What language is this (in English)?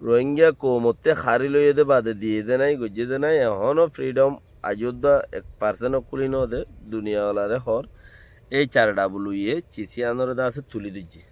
Rohingya